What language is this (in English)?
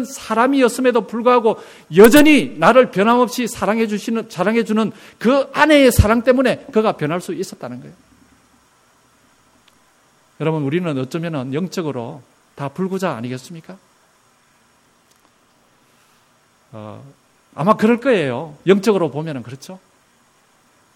Korean